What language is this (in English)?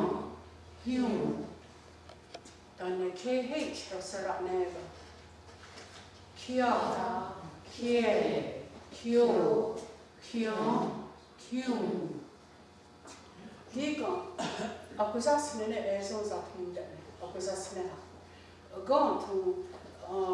Mohawk